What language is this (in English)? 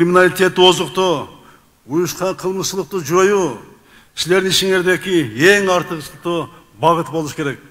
Kyrgyz